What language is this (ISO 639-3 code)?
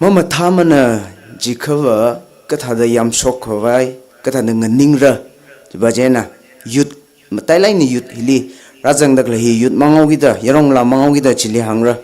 nmf